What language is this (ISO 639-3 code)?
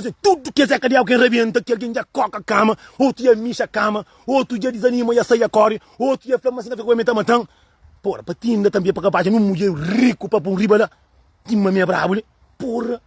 kea